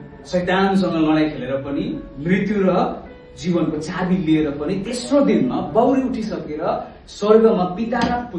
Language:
Nepali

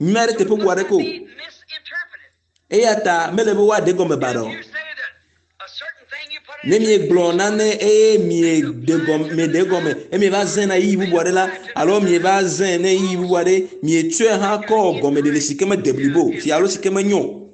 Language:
Ewe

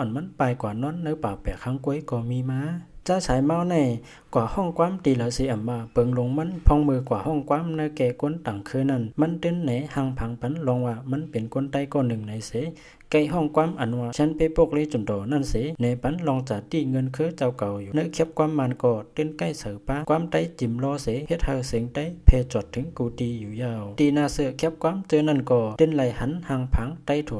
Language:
Shan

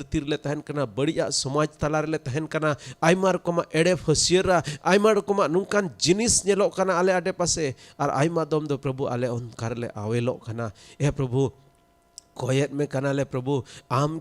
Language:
Santali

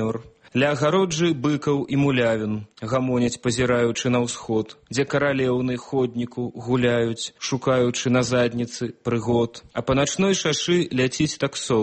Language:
Belarusian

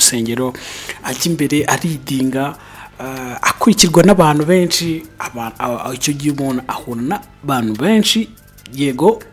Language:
Kinyarwanda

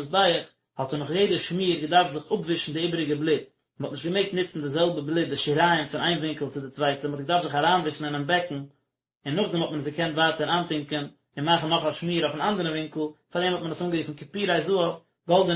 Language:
Yiddish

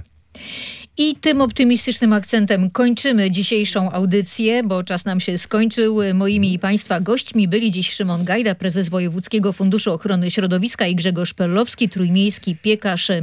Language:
Polish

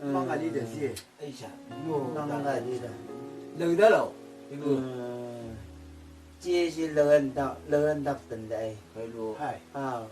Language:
Chang Naga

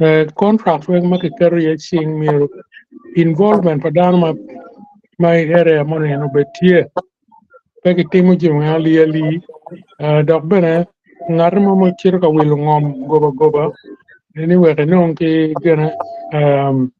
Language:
Acoli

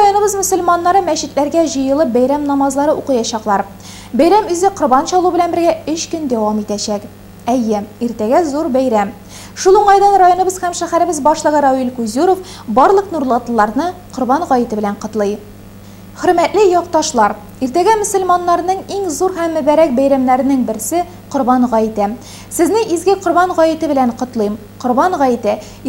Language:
Tatar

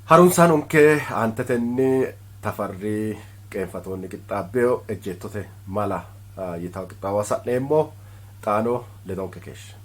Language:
Sidamo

